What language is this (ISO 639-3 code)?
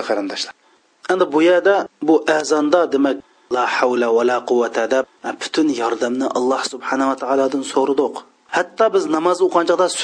uig